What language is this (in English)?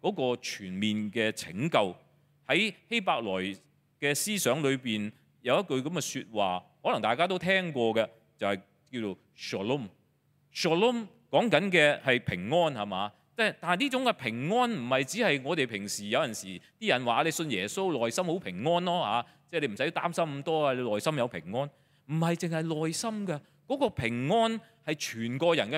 Cantonese